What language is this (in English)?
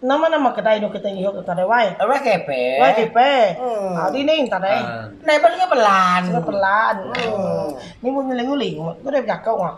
Iban